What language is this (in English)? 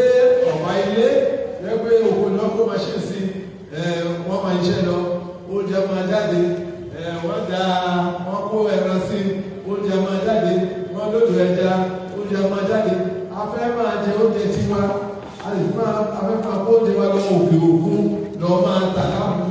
Yoruba